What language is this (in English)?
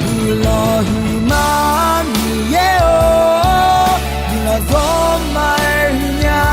Akha